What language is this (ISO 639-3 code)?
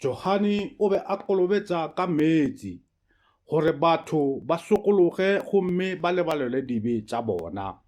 nso